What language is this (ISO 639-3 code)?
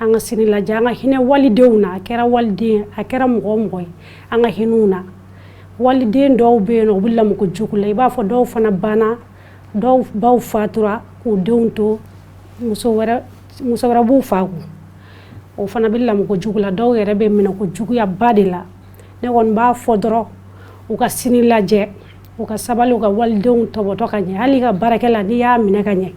bam